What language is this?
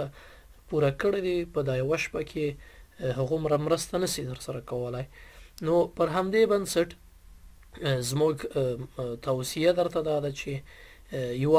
Pashto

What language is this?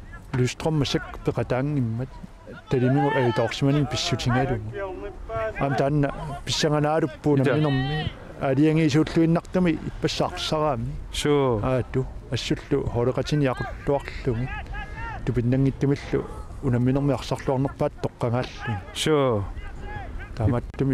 Kalaallisut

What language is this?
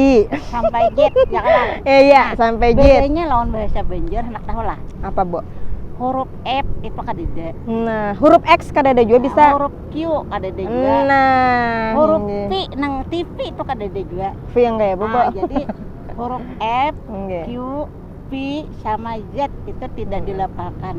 Banjar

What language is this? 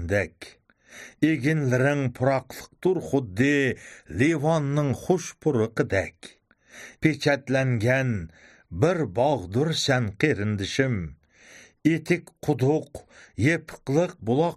Uyghur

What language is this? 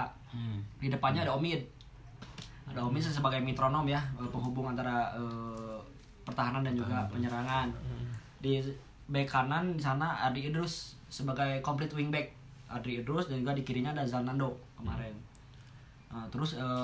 Indonesian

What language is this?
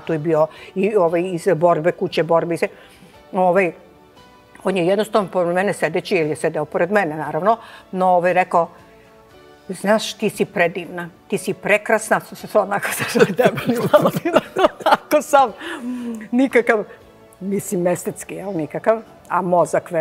Serbian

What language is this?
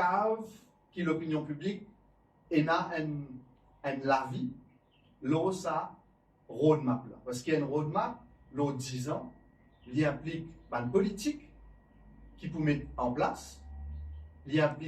Morisyen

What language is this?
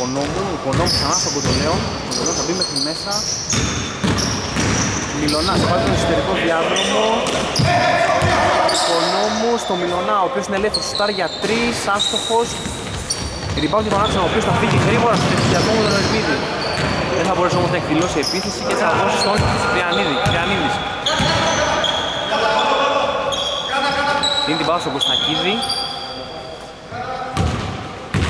Greek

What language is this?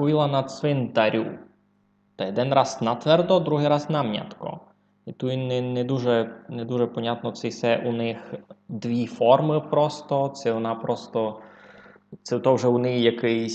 Rusyn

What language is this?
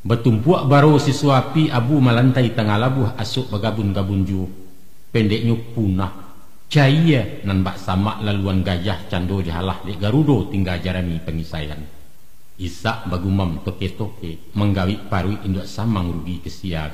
Minangkabau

